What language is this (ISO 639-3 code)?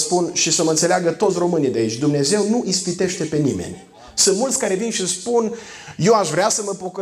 ron